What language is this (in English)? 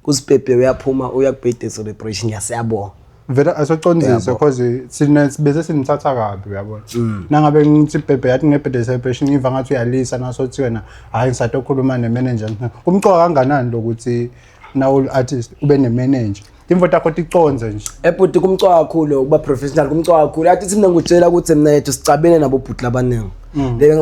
Swati